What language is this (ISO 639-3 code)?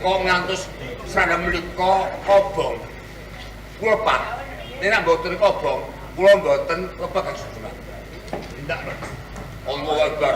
jav